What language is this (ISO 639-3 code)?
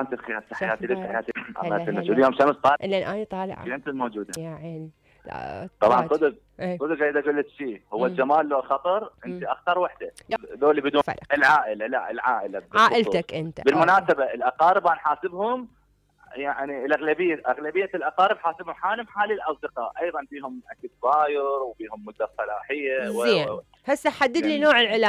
acm